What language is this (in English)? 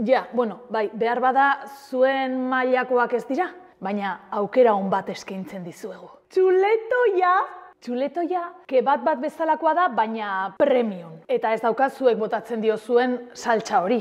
Basque